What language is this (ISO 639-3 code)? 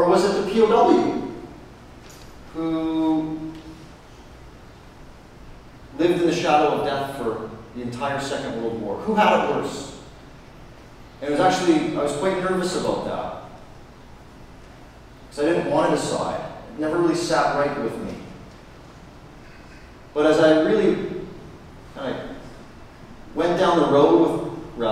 eng